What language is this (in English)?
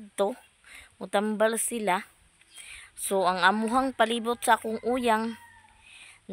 Cebuano